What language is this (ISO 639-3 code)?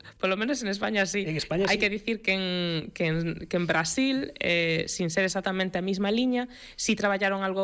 glg